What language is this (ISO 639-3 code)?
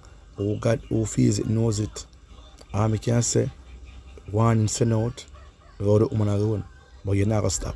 jam